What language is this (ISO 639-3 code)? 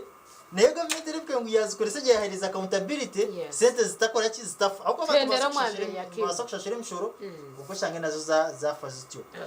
nyn